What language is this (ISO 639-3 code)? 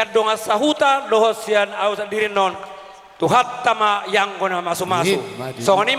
bbc